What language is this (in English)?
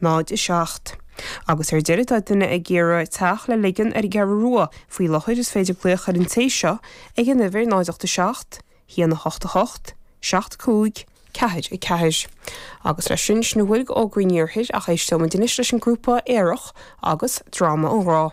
Irish